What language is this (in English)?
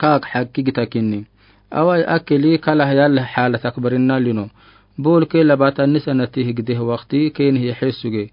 Afar